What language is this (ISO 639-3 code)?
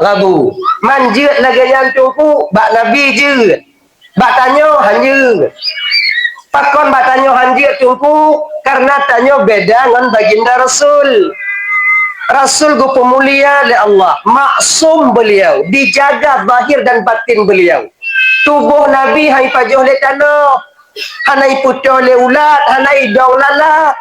ace